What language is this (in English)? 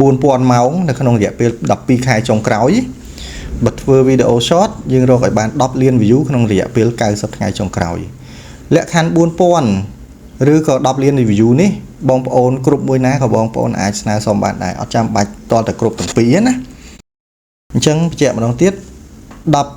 Khmer